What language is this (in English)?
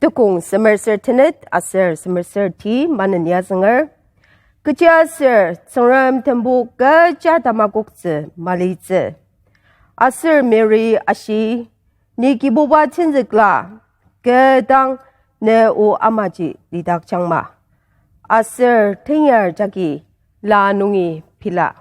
Ao Naga